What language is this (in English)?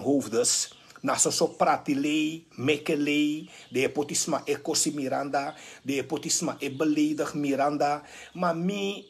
Sranan Tongo